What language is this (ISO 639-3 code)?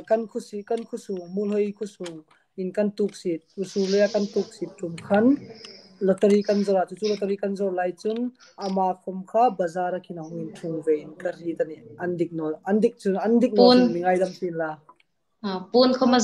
hmr